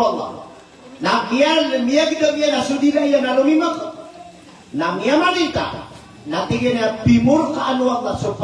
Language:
Maranao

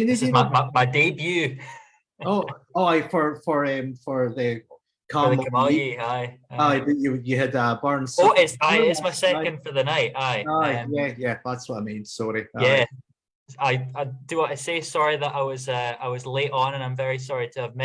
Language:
Scots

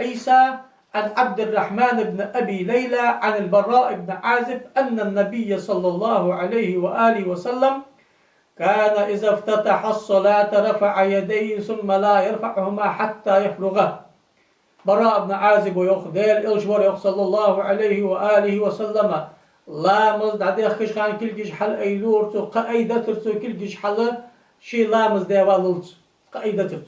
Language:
Ingush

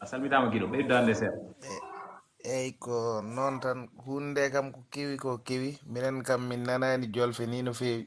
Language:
Fula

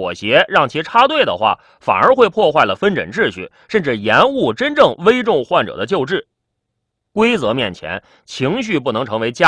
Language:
Chinese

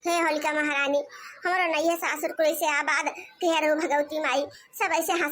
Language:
Awadhi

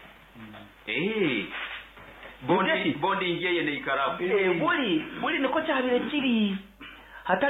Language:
Nyankole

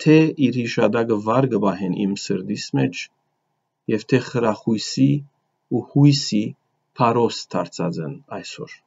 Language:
Western Armenian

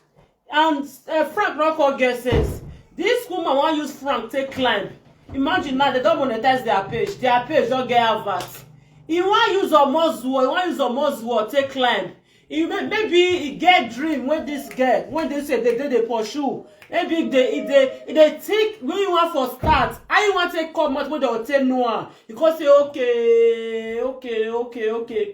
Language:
Nigerian Pidgin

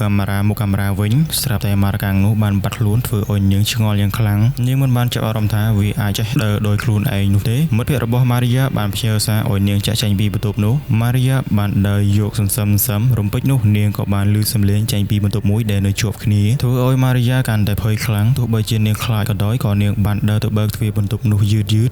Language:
Khmer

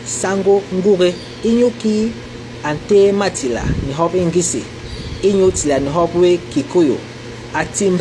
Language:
Basaa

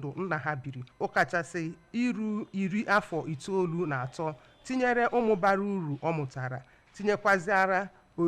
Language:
Igbo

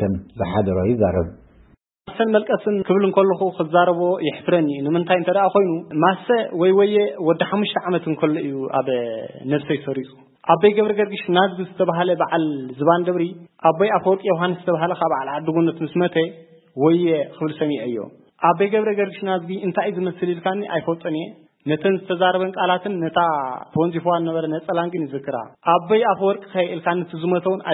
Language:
Tigrinya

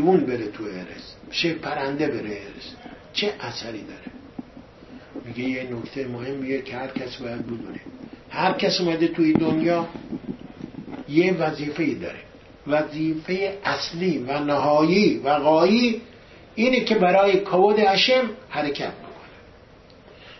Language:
Persian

